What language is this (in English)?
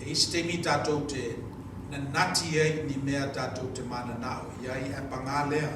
Samoan